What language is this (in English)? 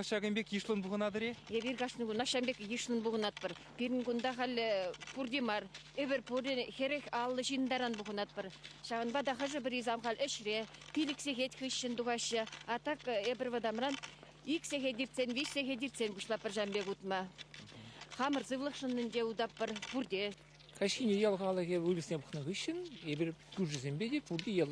Chuvash